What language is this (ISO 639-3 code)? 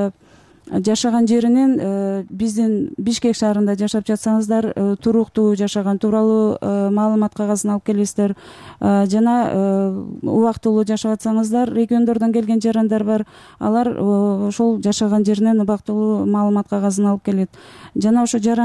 kir